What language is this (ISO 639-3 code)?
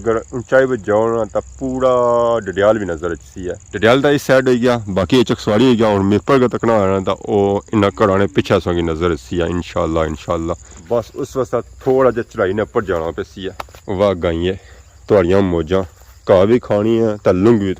phr